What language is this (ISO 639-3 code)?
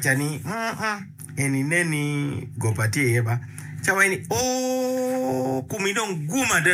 ach